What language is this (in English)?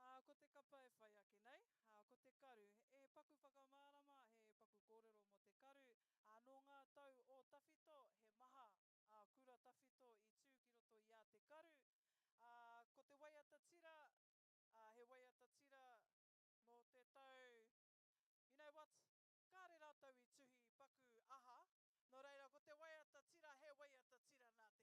Māori